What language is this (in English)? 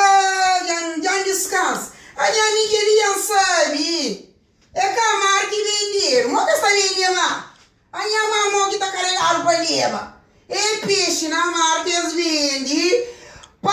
Kabuverdianu